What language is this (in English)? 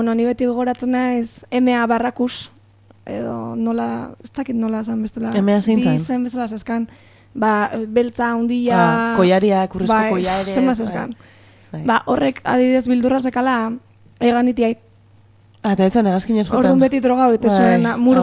Basque